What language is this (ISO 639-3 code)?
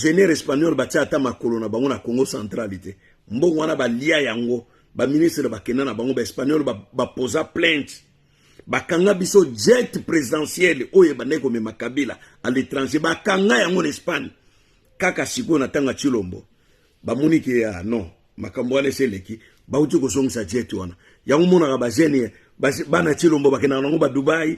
lin